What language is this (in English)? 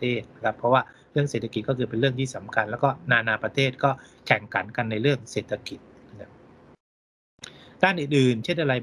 Thai